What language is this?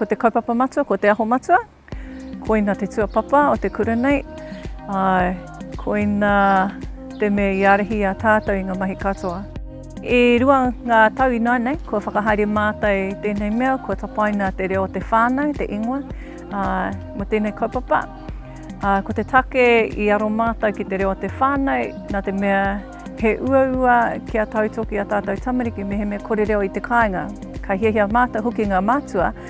Māori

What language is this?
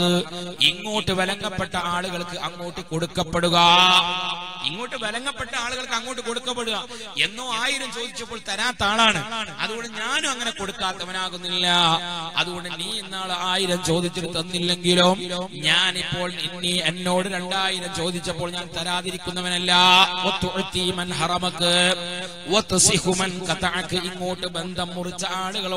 Malayalam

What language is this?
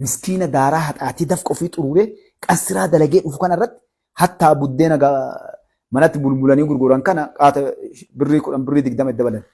Oromo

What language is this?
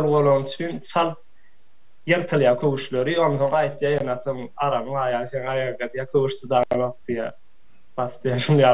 Turkmen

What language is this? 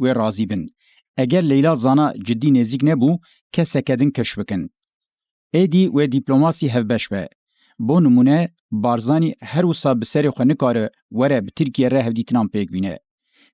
Kurdish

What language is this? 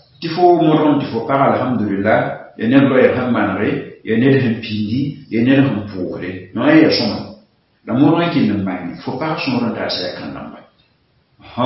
Mossi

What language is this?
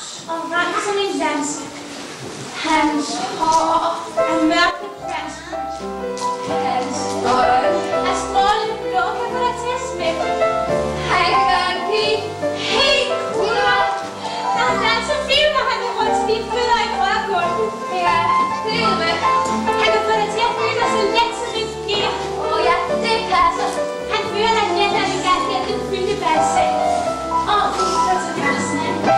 Danish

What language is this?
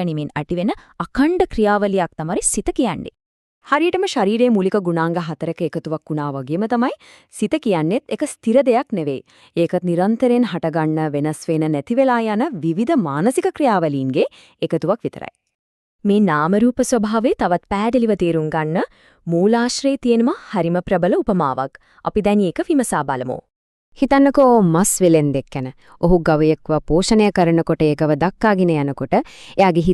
Sinhala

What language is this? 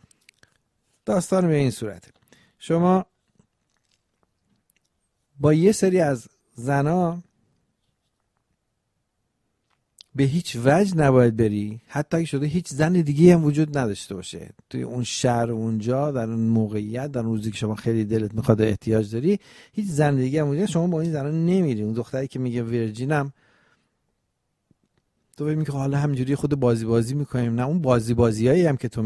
Persian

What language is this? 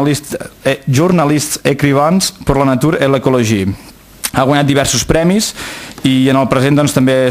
Catalan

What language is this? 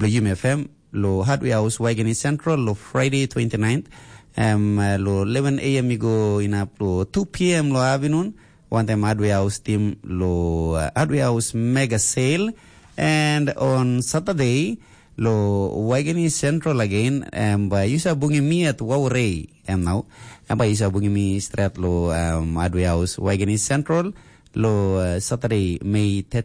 Tok Pisin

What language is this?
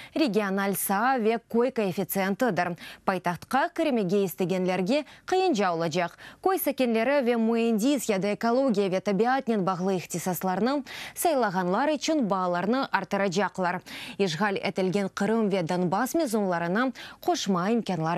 Crimean Tatar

